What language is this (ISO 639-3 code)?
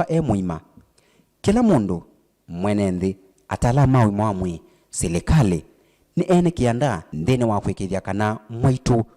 kam